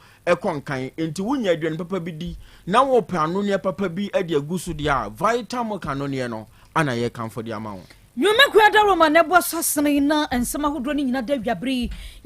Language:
Akan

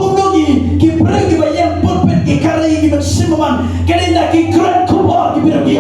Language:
Khasi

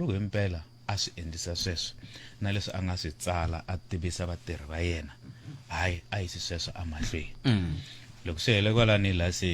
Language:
Tsonga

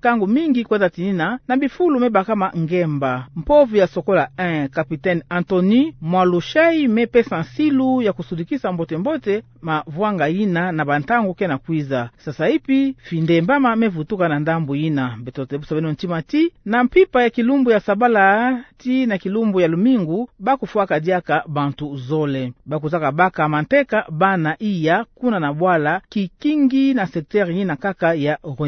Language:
Kituba (Democratic Republic of Congo)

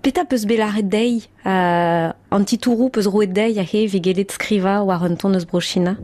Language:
Breton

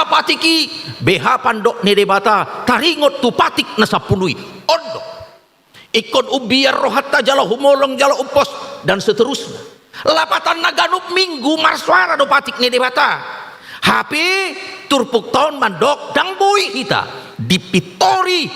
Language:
Batak Toba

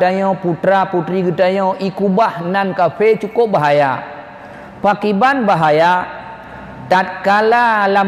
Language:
Achinese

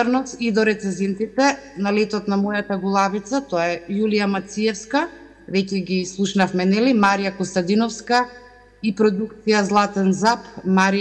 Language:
Macedonian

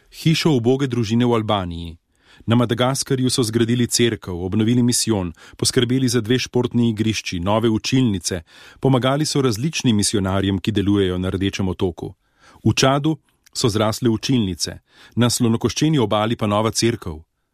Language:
Slovenian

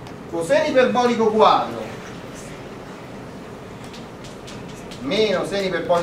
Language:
Italian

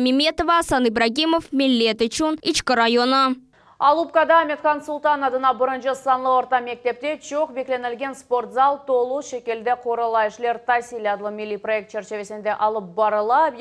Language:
Crimean Tatar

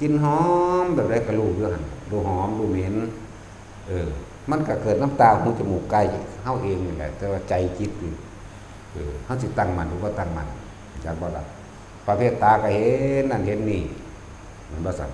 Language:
Northeastern Thai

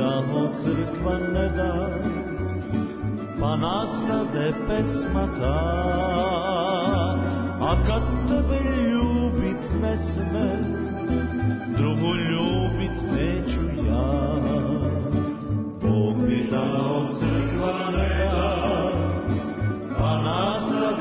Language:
Serbian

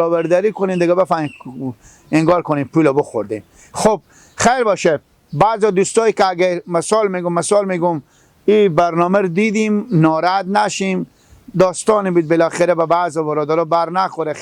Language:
Persian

